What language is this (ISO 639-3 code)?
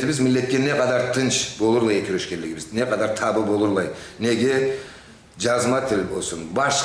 krc